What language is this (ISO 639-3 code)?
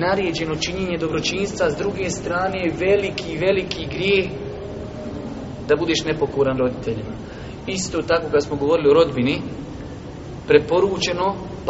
bos